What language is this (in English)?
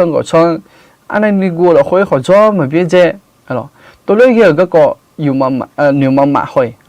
Akha